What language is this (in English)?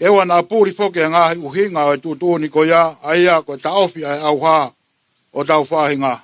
Tongan